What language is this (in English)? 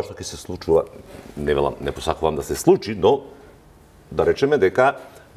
Macedonian